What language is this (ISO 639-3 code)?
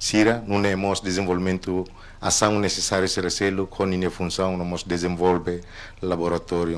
tet